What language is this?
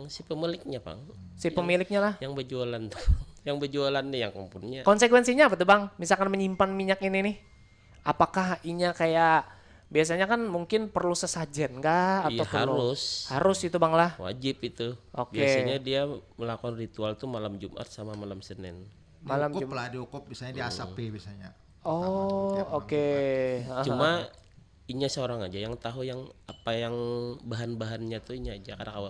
Banjar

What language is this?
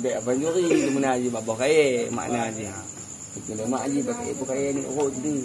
Achinese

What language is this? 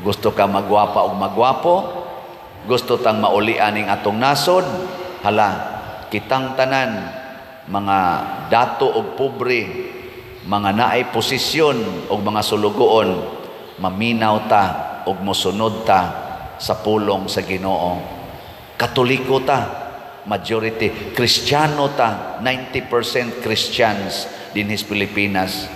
Cebuano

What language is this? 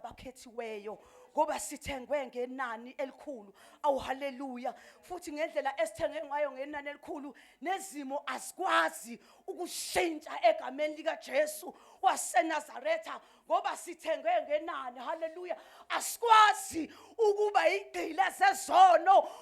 Zulu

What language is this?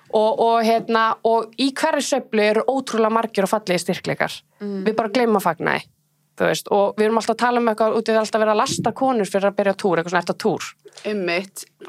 Icelandic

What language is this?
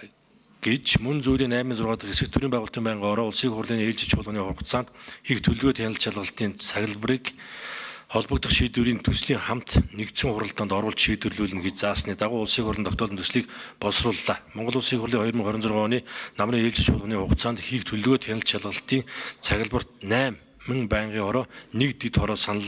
Mongolian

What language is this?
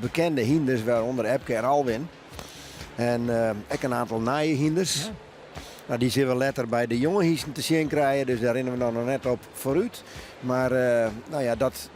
Western Frisian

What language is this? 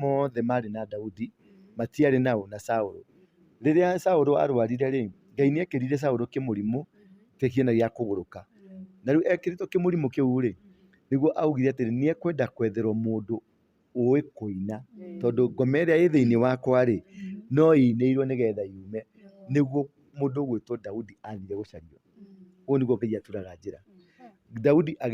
Kikuyu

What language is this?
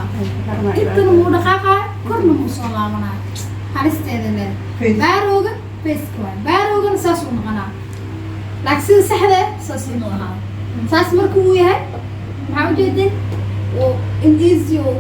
Somali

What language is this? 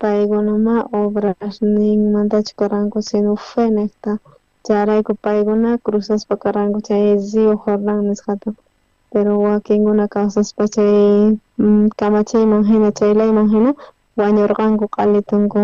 South Bolivian Quechua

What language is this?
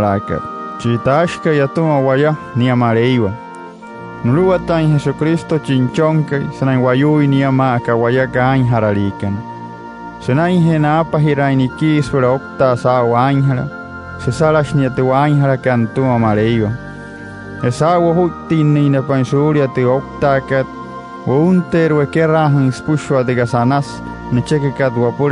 Wayuu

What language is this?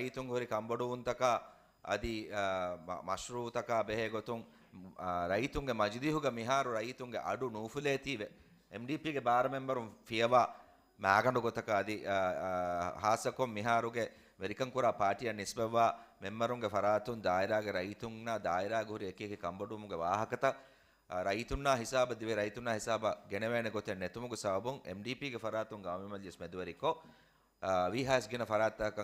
Divehi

